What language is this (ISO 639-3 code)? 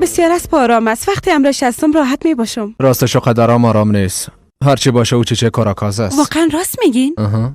fas